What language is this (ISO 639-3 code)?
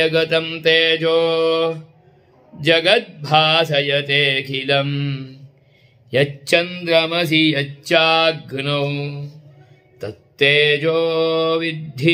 san